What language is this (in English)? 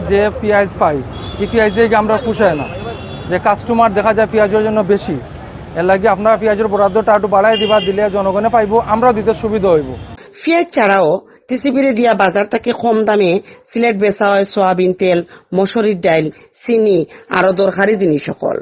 Sylheti